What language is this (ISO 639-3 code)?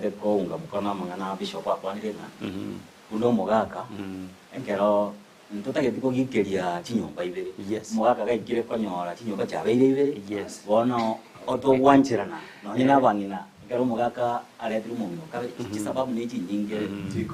guz